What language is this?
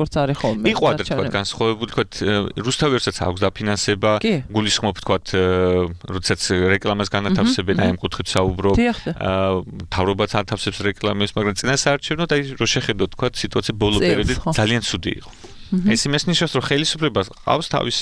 Georgian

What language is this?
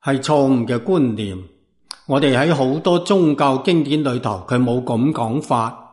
Cantonese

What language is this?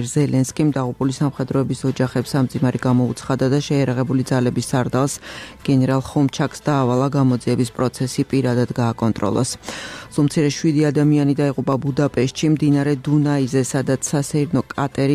Georgian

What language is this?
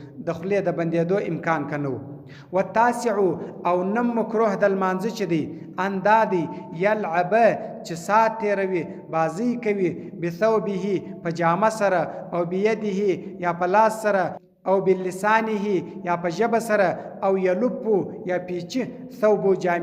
Pashto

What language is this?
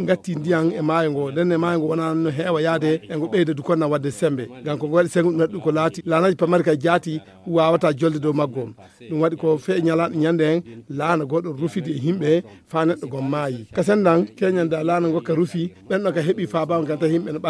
Fula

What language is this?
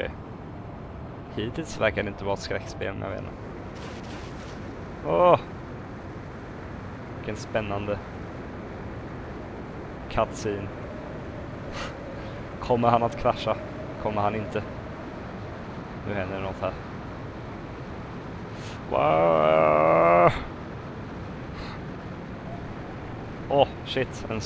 Swedish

